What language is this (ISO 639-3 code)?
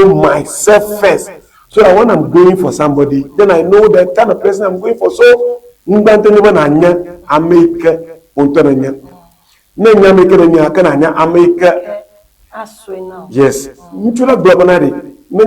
ewe